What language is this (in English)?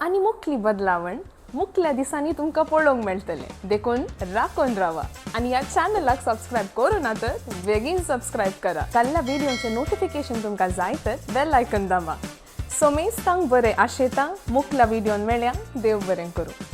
Konkani